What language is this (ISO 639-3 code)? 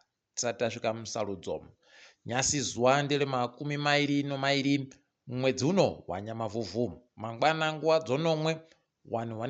ndc